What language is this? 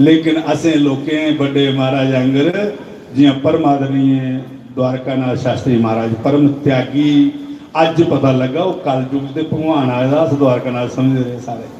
Dogri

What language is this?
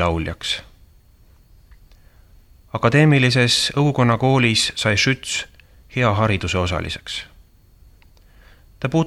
Estonian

